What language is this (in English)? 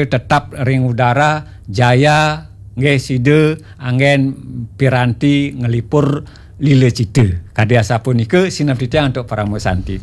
Balinese